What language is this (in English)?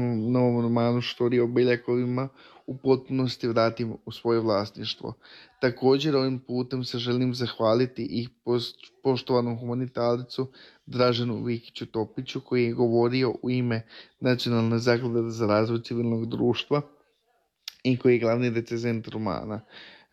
Croatian